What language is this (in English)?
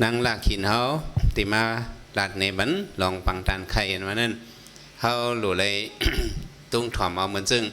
Shan